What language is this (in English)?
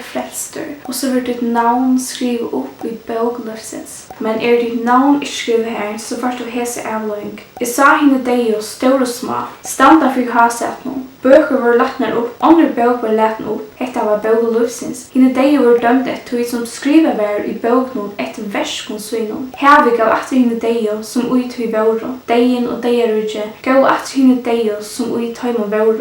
Faroese